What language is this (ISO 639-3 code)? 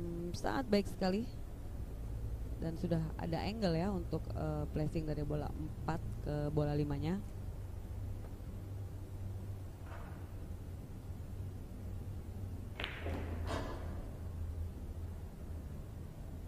ind